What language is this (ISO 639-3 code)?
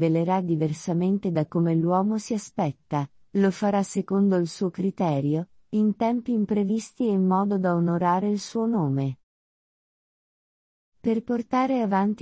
ita